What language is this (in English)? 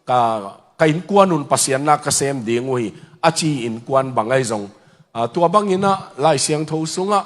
Tedim Chin